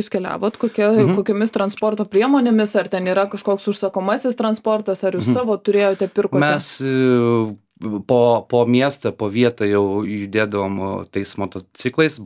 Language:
Lithuanian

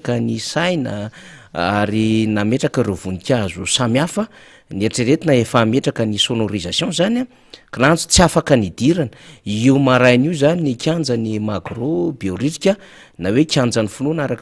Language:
Malagasy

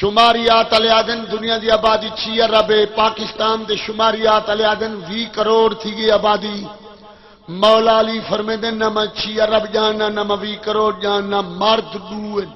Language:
Saraiki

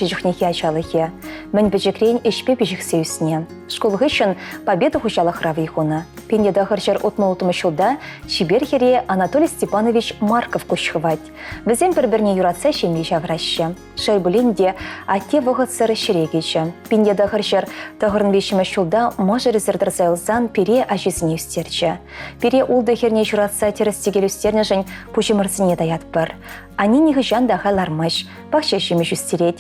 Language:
Chuvash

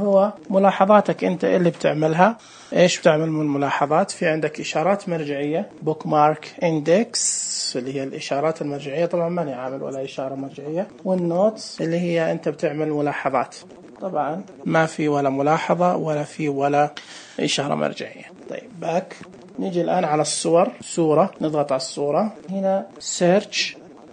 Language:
Najdi Arabic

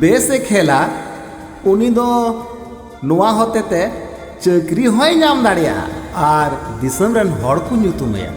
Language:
Santali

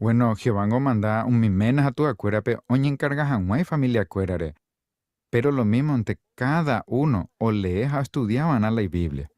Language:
Guarani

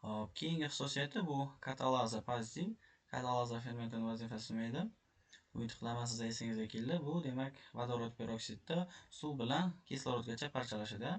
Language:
Uzbek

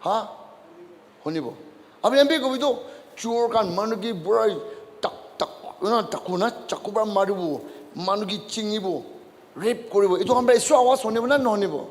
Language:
Naga Pidgin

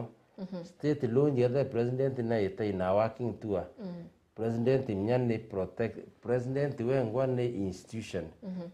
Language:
Meru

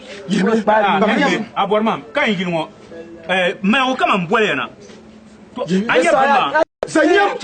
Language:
Dagbani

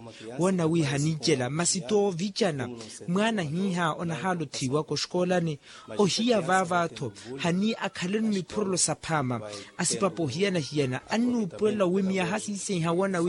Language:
Makhuwa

